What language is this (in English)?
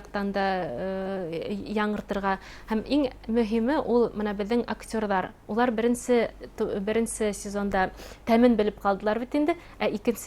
Bashkir